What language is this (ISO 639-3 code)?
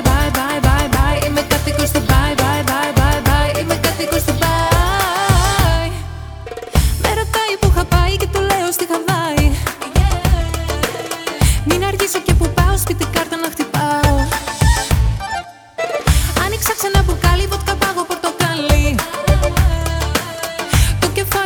ell